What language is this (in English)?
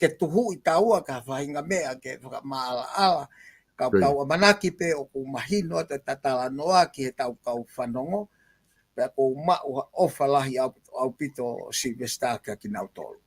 Tongan